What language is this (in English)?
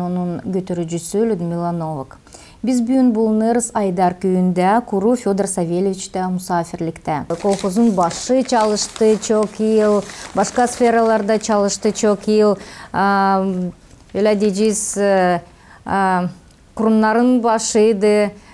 Gagauz